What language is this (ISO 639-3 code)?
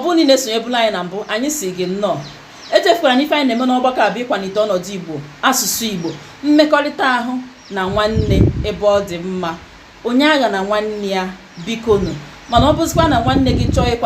ibo